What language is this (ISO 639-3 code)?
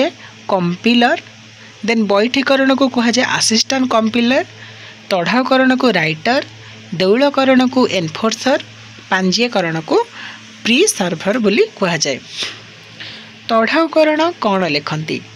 ori